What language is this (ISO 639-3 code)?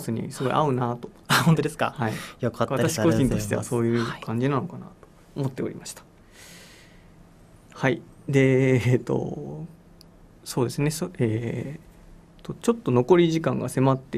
jpn